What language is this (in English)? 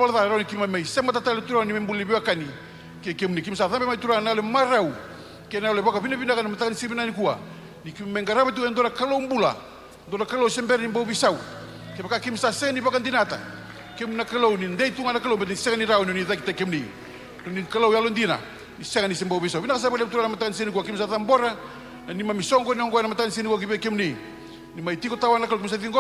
Fijian